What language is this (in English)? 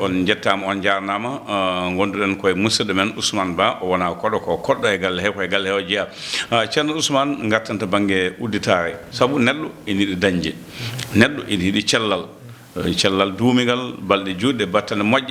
Fula